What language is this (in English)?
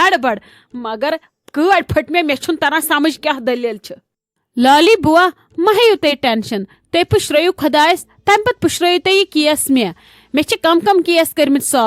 Kashmiri